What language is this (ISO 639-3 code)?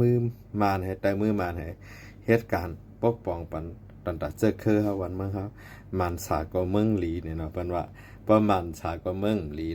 shn